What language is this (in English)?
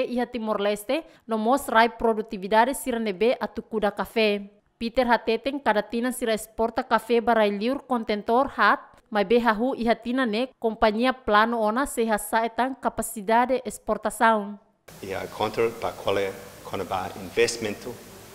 Tetum